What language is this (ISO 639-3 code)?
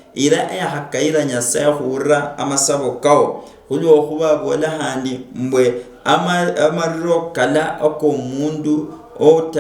luy